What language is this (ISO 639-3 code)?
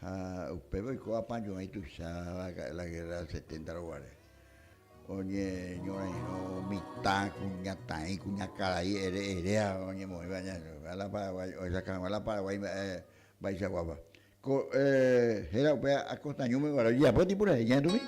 grn